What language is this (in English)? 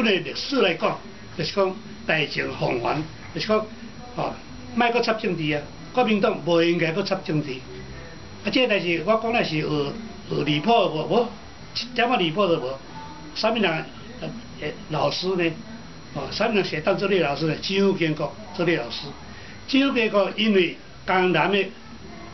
Min Nan Chinese